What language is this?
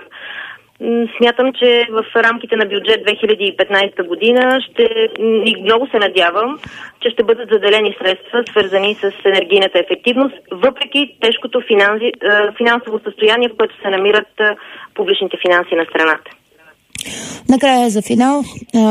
Bulgarian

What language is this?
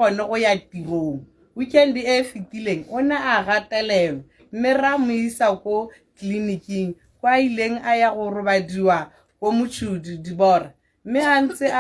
Tswana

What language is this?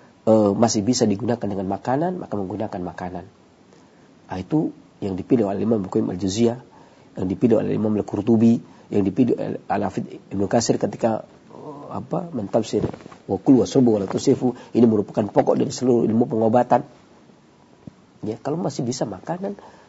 Indonesian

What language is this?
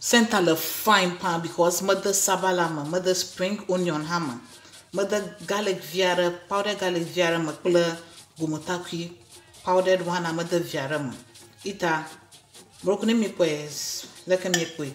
Ewe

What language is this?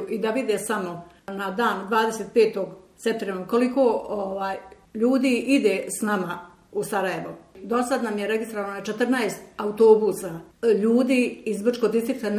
Bosnian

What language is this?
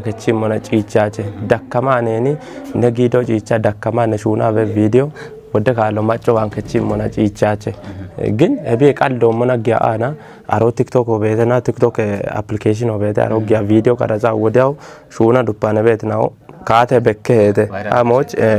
Kafa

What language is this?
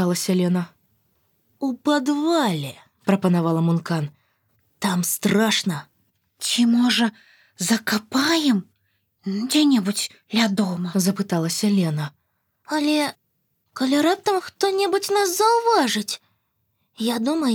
Belarusian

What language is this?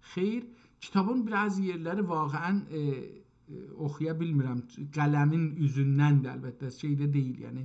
South Azerbaijani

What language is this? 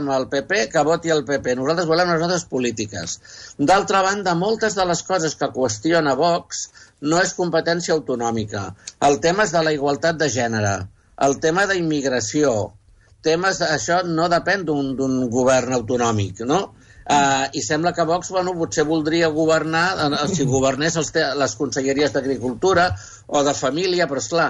Catalan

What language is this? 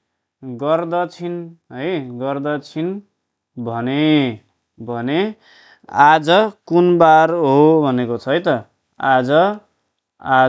Nepali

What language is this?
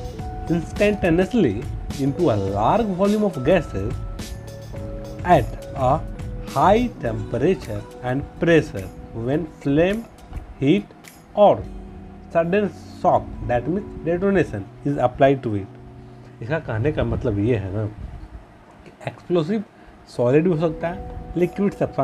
Hindi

